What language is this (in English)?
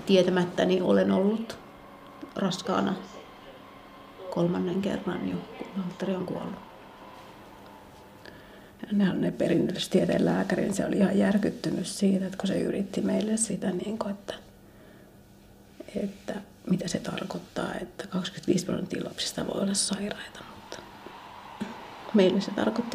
Finnish